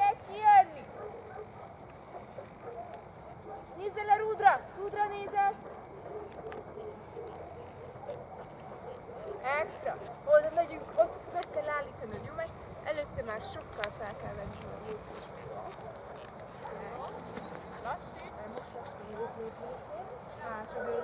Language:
Hungarian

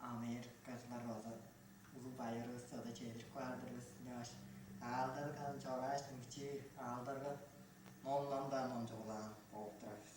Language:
Tuvinian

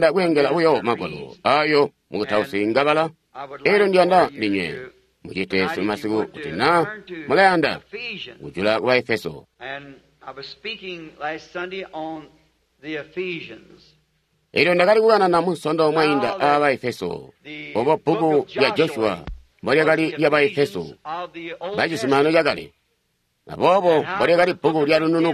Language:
Tonga (Zambia)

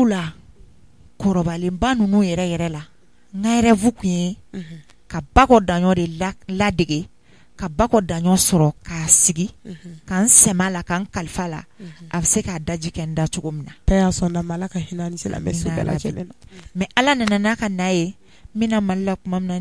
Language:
Bambara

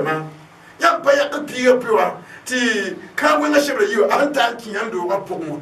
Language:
Mossi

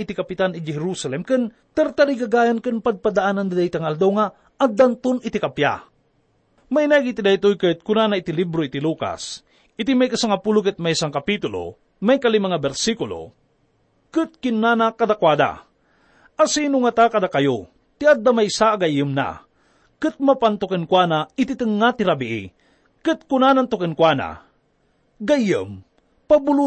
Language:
Iloko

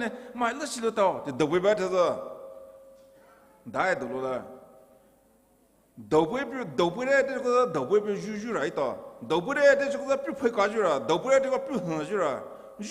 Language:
Poumei Naga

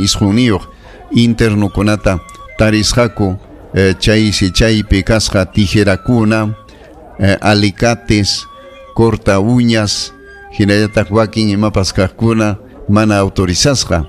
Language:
Ayacucho Quechua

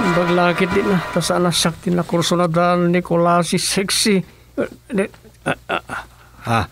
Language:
Iloko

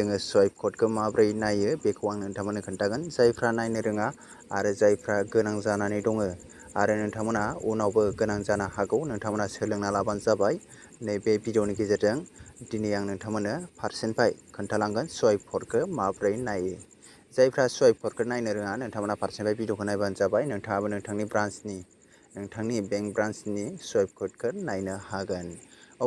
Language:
Bodo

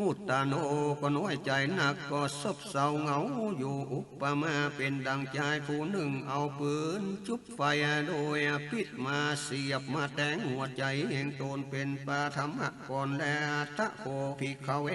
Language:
Northern Thai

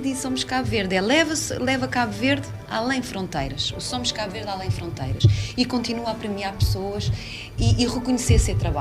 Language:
Kabuverdianu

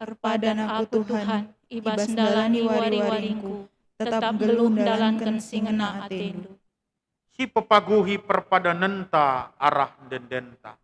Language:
Batak Karo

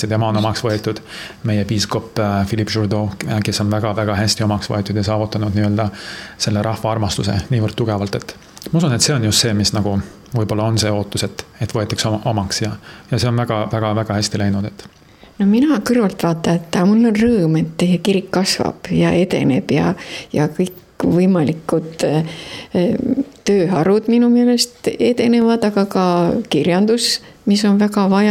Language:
Estonian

